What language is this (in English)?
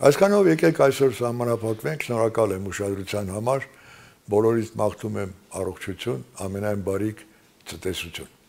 Armenian